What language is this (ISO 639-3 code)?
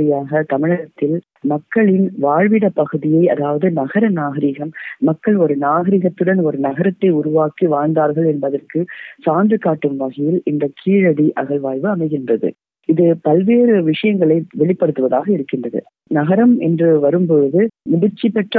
tam